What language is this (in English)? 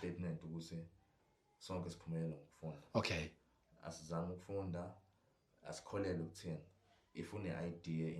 Zulu